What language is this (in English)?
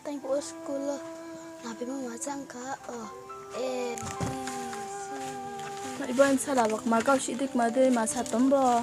Riang (India)